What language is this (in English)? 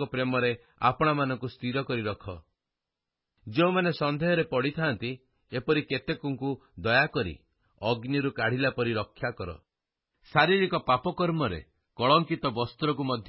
Odia